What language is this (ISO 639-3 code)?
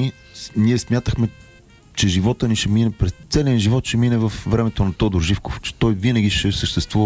bul